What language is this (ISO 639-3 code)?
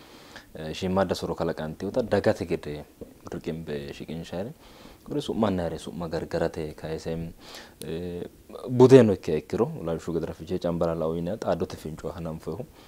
sid